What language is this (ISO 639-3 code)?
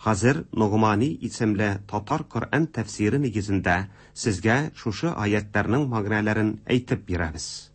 tat